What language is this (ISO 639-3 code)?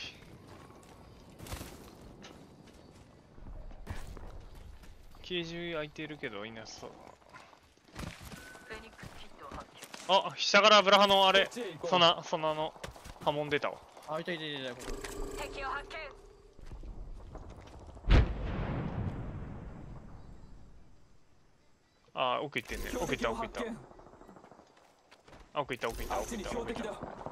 jpn